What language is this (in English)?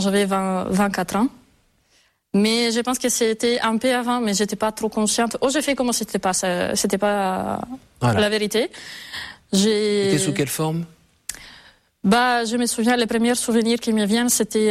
French